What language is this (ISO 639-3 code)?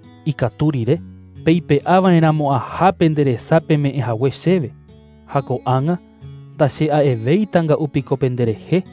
grn